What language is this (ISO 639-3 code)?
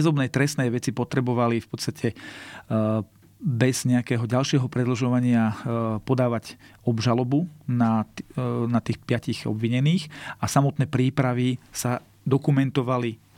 slk